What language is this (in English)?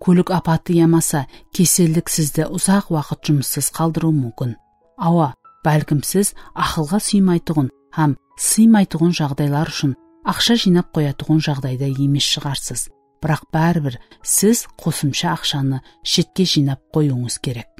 Kara-Kalpak